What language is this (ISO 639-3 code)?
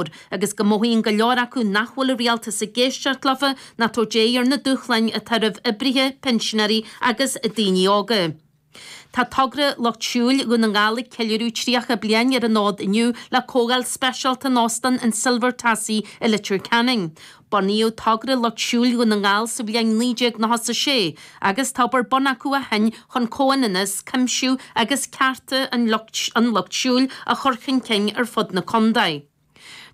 gle